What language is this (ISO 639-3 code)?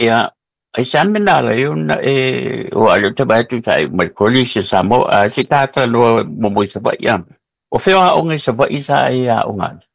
smo